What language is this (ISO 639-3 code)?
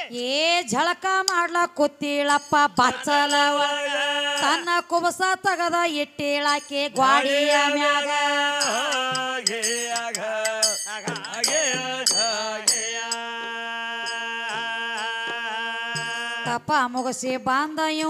kan